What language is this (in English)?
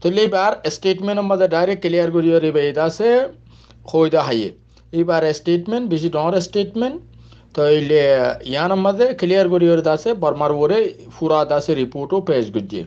Rohingya